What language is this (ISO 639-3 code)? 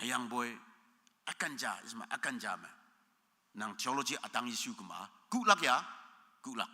nbe